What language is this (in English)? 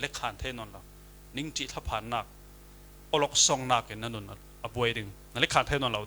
Falam Chin